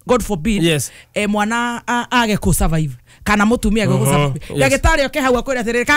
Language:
Kikuyu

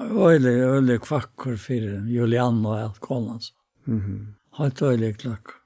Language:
Faroese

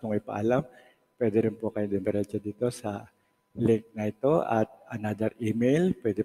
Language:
Filipino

